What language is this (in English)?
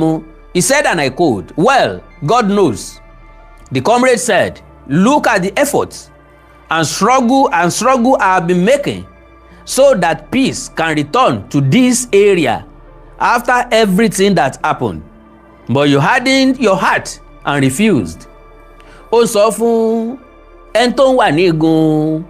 Yoruba